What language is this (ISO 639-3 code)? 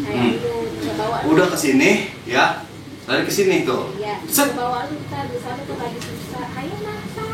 bew